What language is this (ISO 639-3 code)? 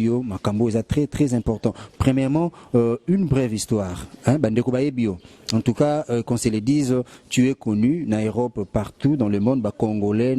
lin